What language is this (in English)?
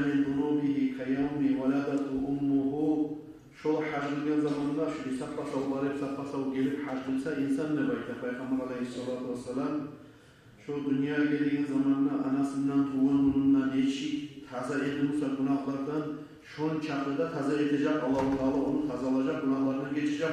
Kumyk